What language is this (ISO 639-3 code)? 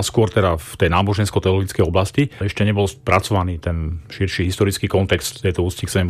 slk